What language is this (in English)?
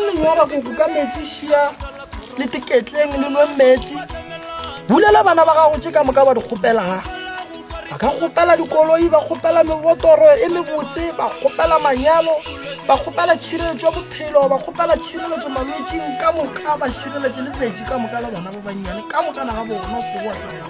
Northern Sotho